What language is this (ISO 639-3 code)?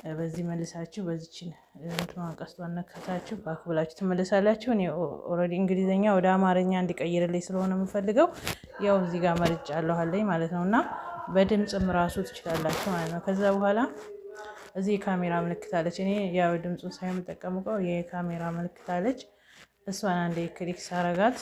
amh